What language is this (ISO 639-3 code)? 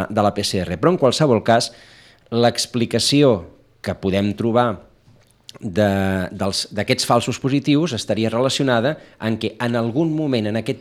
cat